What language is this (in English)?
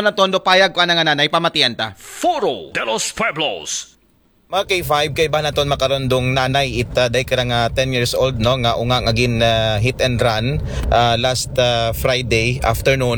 Aklanon